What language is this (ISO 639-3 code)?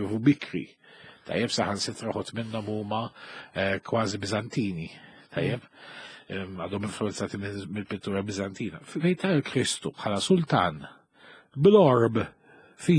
mlt